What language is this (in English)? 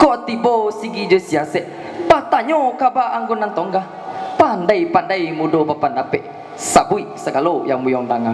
Minangkabau